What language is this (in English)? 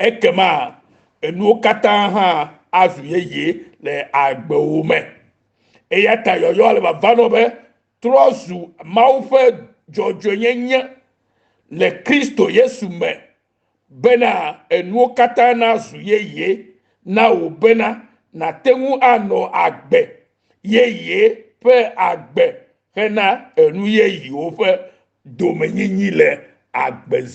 Ewe